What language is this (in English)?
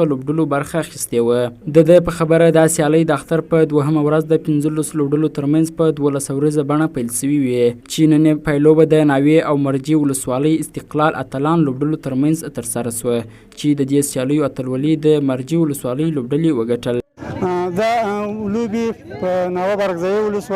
Pashto